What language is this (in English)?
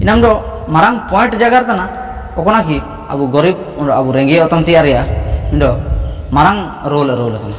Ho